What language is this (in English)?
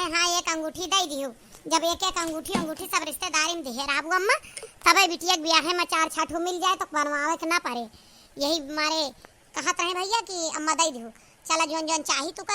Awadhi